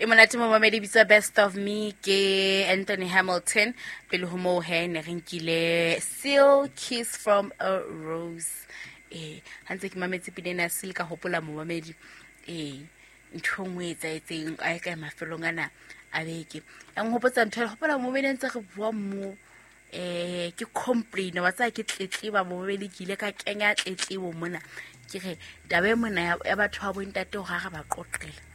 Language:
Southern Sotho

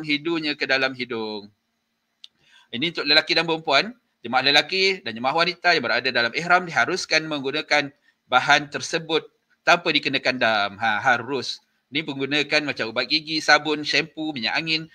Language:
Malay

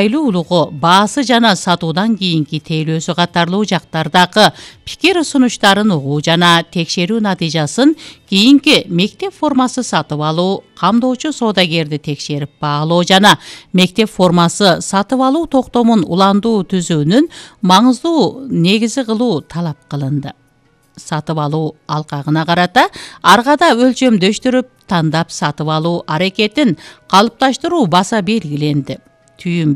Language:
Kyrgyz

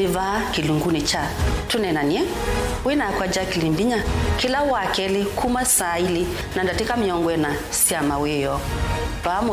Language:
Kamba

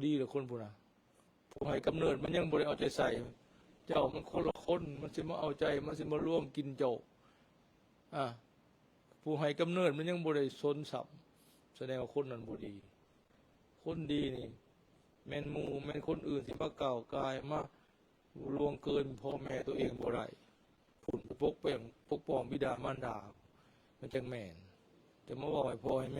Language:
Lao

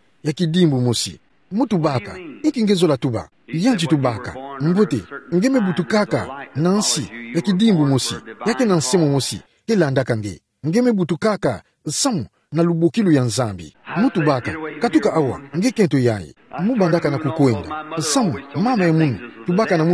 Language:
Kituba (Democratic Republic of Congo)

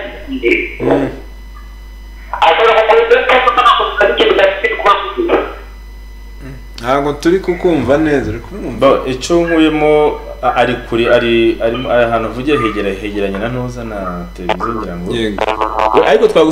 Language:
Kinyarwanda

